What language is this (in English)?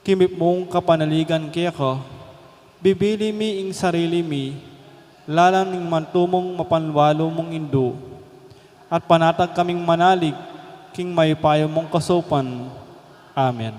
Pampanga